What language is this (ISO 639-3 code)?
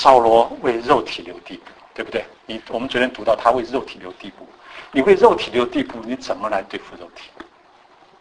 zho